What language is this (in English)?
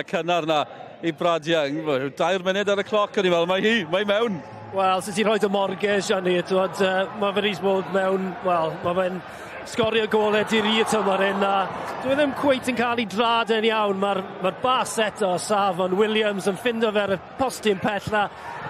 Welsh